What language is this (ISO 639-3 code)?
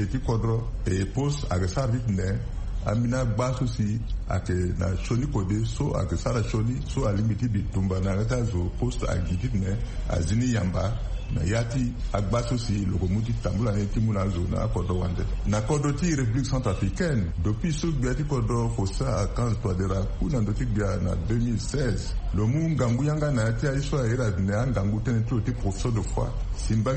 sag